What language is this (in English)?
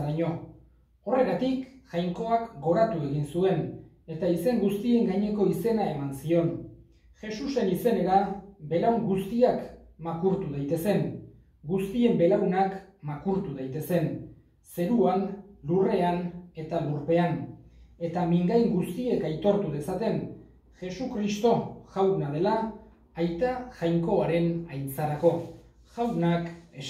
Basque